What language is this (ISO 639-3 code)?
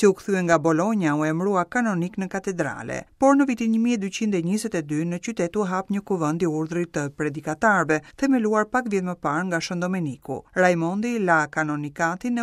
sqi